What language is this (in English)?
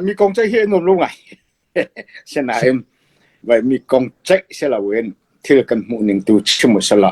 Hakha Chin